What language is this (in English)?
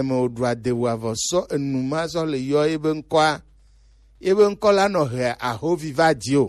Gen